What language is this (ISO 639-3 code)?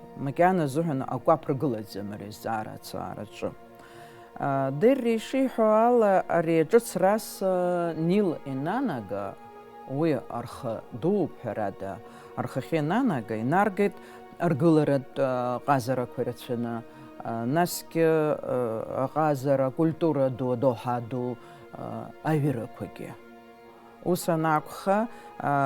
abk